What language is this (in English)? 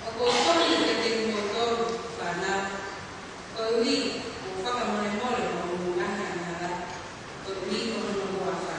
Tongan